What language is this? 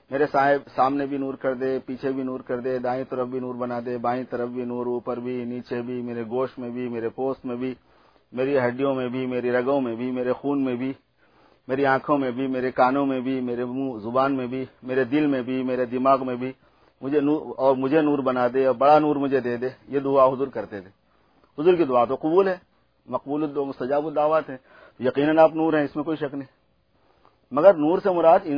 Urdu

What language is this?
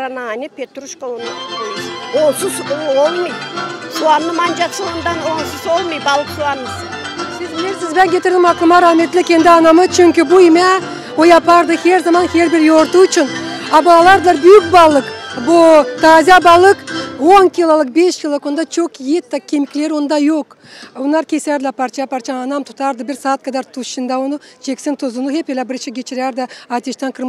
Gagauz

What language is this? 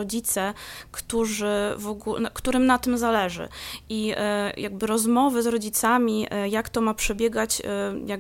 Polish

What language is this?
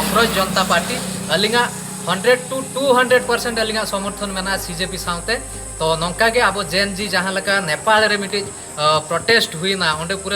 Santali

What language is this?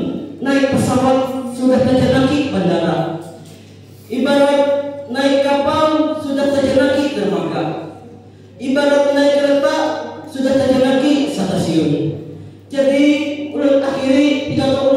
Banjar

